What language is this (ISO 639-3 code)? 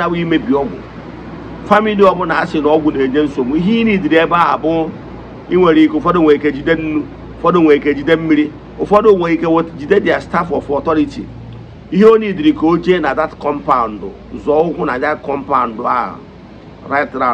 ibo